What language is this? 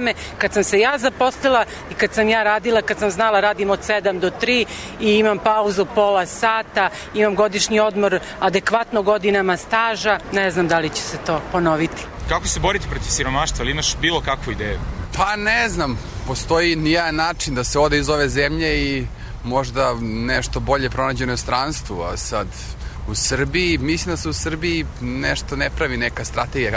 Serbian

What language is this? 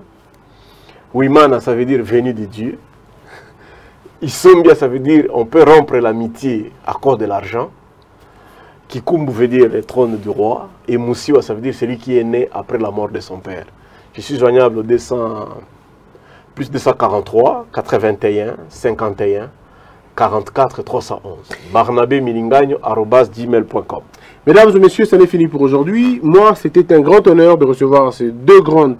French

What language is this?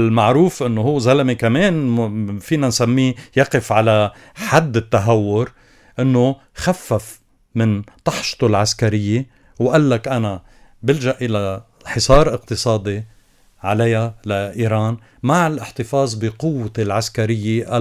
North Levantine Arabic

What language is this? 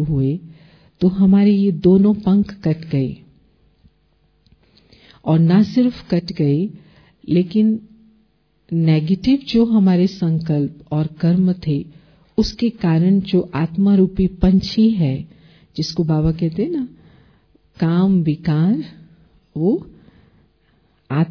Hindi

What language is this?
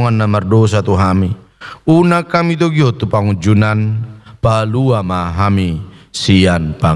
Batak Toba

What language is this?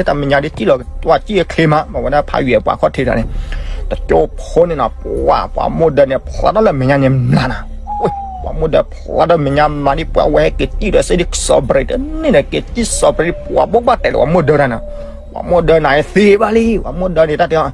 S'gaw Karen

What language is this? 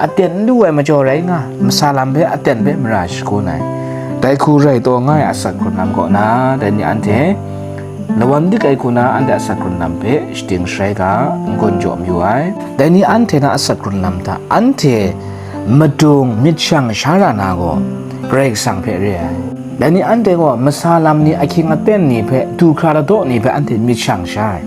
Kachin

